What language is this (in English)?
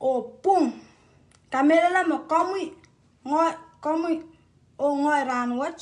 Pohnpeian